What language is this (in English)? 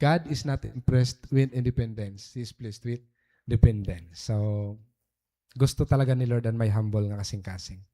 Waray